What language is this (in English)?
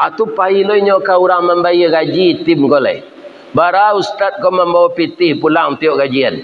Minangkabau